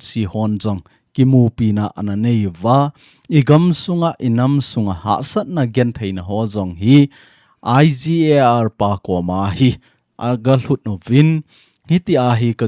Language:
Thado Chin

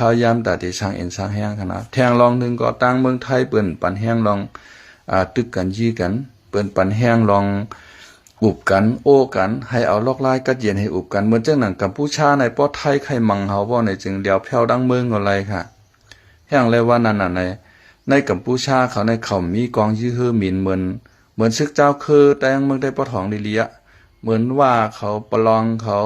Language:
Shan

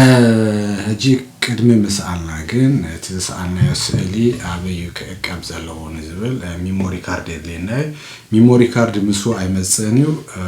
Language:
Tigrinya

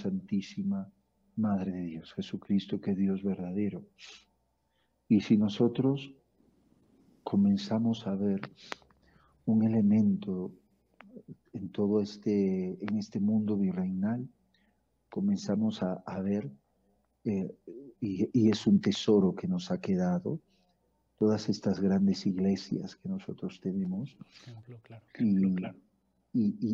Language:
Spanish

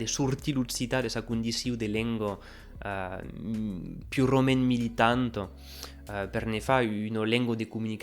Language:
Occitan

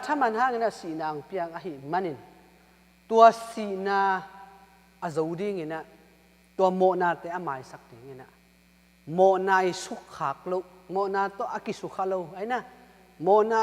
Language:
Tedim Chin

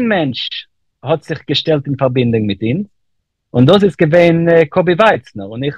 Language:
Yiddish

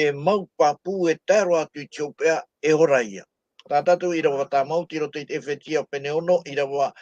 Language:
Tahitian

